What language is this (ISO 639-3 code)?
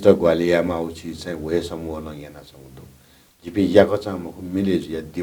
new